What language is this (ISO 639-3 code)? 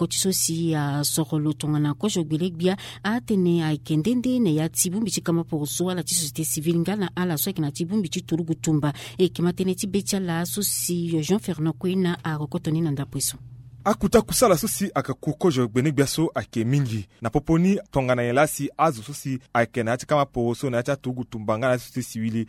sag